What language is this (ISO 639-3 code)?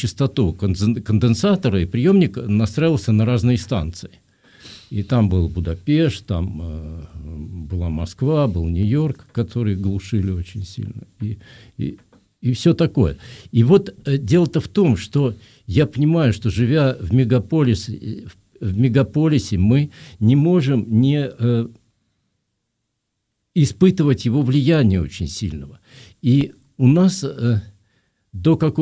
rus